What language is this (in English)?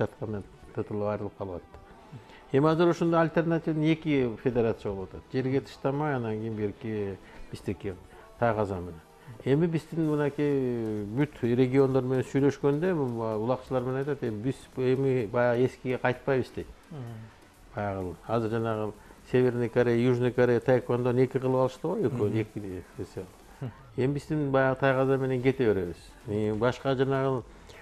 Kyrgyz